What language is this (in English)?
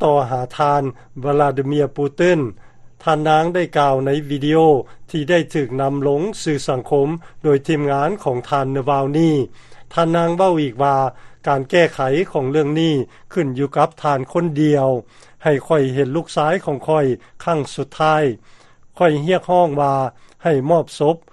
Lao